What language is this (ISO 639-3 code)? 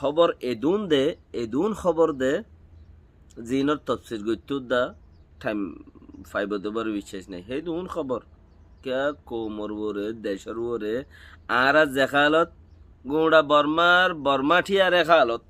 rhg